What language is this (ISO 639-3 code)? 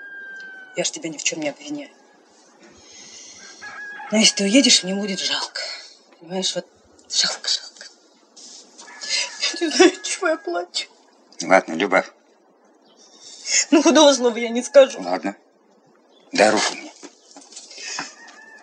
rus